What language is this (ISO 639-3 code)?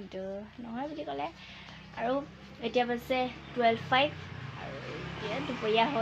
asm